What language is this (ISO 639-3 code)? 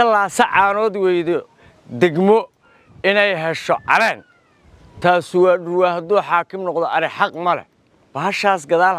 som